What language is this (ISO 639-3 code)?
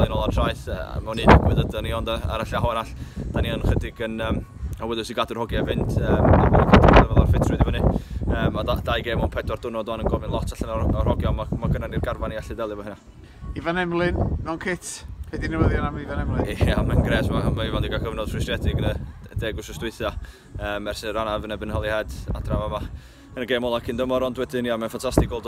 cym